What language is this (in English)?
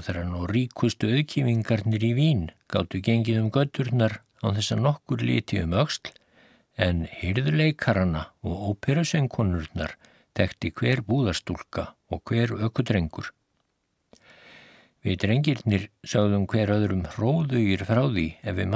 Icelandic